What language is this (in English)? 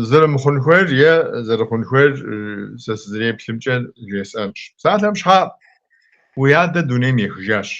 Kabardian